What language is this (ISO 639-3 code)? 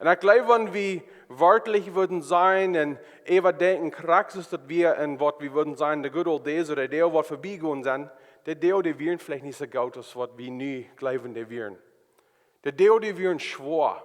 pdt